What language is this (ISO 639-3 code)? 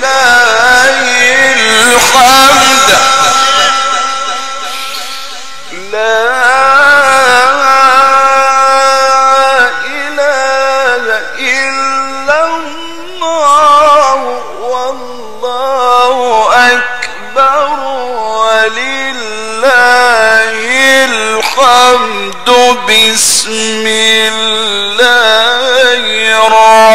ara